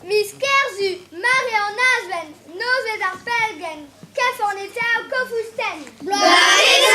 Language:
Breton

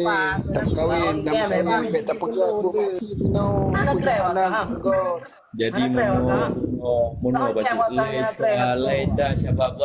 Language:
Achinese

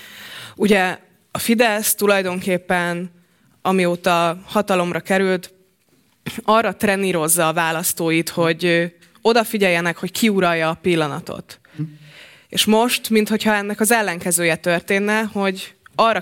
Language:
Hungarian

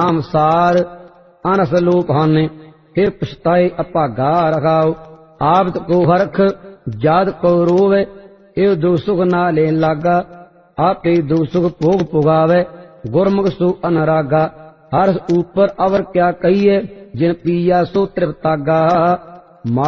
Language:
Punjabi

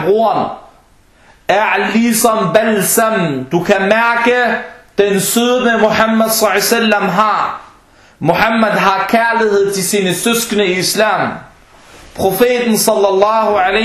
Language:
Danish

